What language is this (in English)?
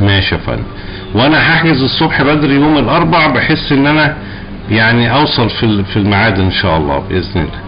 Egyptian Arabic